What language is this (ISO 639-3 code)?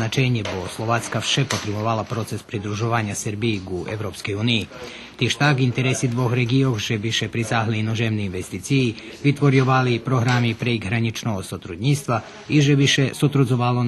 rue